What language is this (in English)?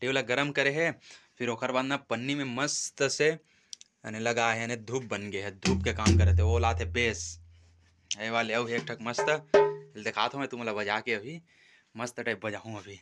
Chhattisgarhi